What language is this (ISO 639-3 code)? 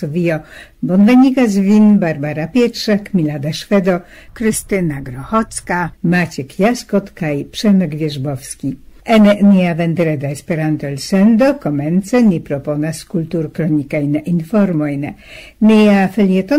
epo